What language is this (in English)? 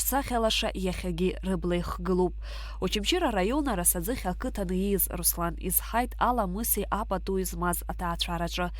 Abkhazian